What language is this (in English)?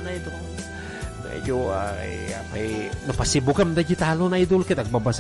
Iloko